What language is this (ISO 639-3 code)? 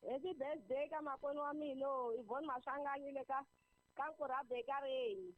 tso